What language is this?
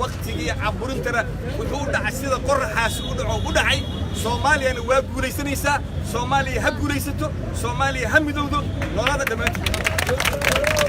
Somali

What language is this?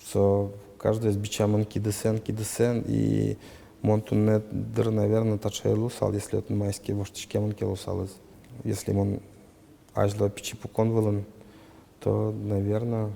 Udmurt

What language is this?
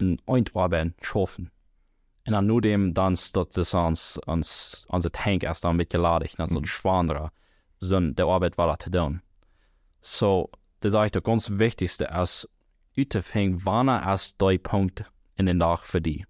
Plautdietsch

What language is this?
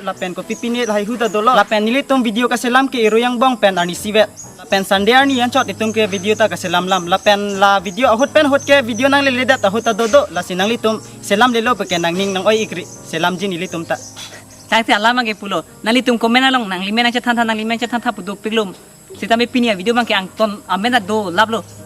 Karbi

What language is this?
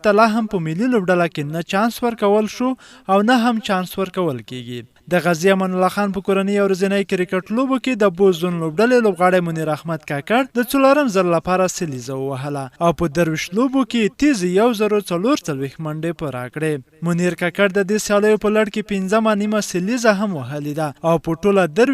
Pashto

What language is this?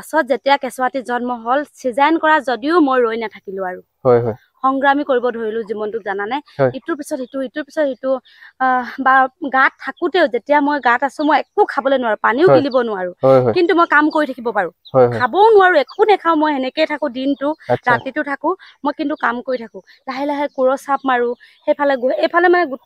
Assamese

